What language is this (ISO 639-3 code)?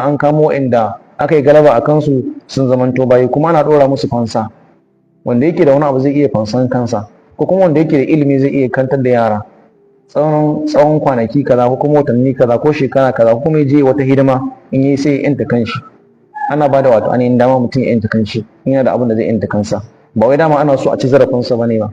hau